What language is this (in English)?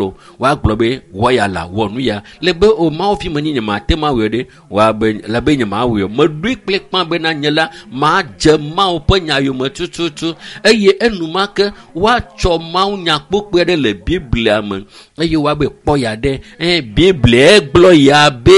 Ewe